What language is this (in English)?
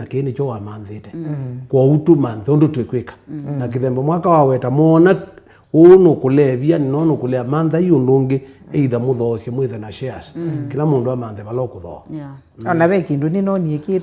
Kamba